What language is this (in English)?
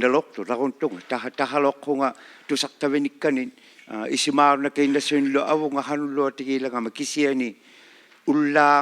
Inuktitut